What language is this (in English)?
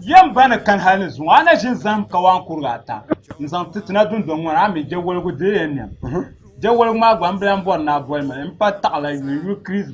Dagbani